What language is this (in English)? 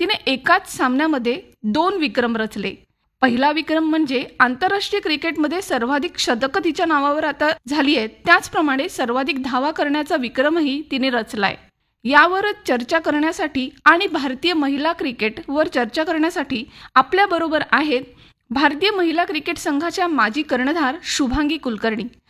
Marathi